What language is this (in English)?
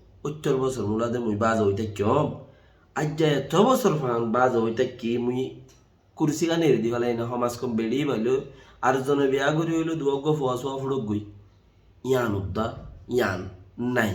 Rohingya